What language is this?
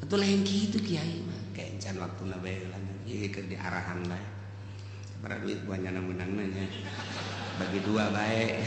Sundanese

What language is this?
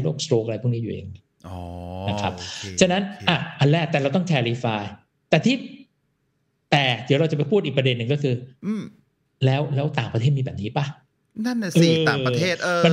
Thai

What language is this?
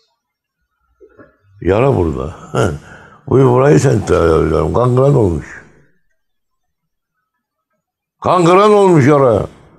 Turkish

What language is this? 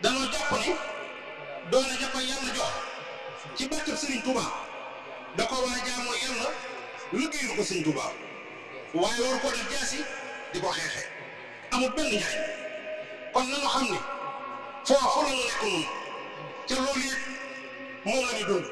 Wolof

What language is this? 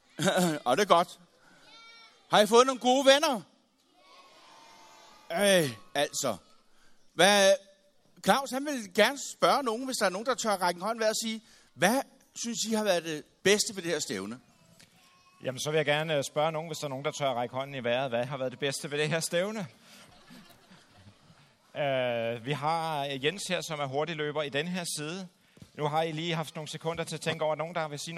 Danish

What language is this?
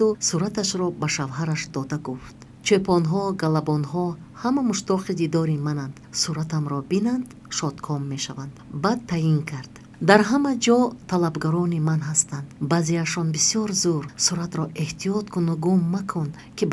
Tajik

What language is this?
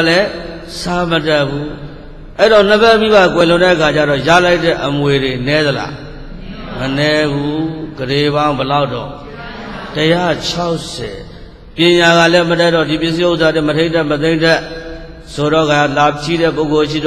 Burmese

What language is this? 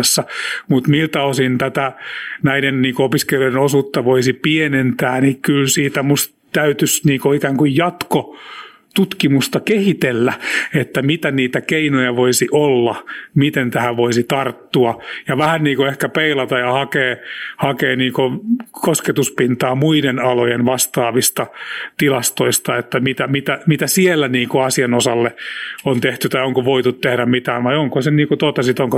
Finnish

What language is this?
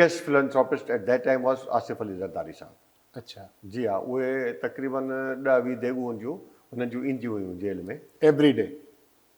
Sindhi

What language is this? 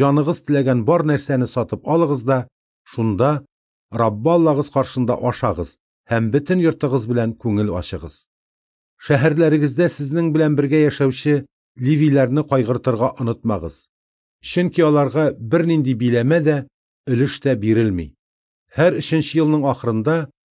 Tatar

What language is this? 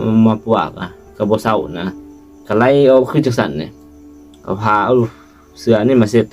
Lao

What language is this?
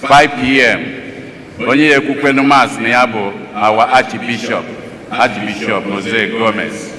Igbo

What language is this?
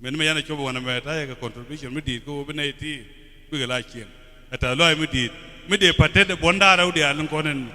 Nuer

